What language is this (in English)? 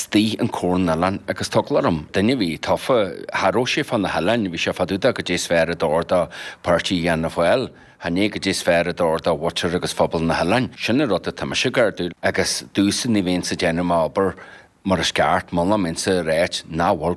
Irish